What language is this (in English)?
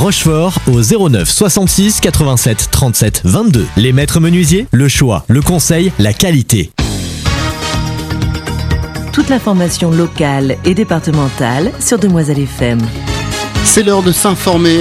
French